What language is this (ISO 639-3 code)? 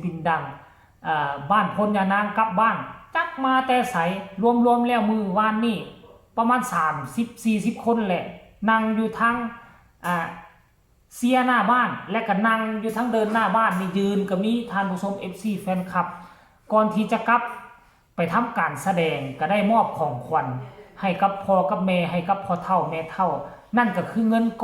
tts